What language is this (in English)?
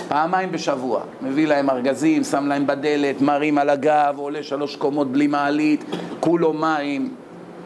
Hebrew